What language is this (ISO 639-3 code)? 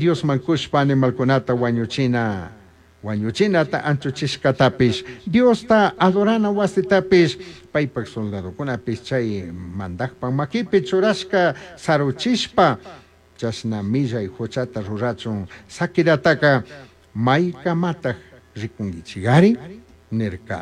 qug